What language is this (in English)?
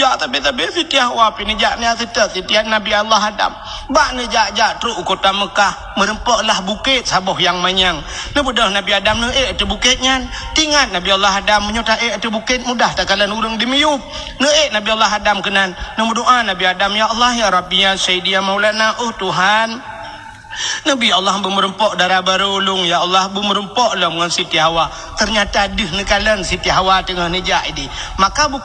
Achinese